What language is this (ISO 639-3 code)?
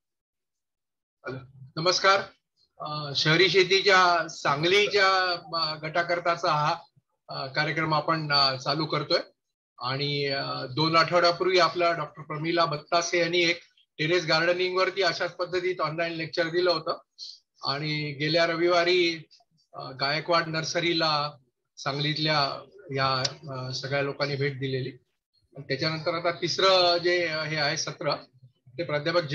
mar